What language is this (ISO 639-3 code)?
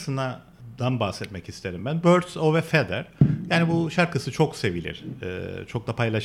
tur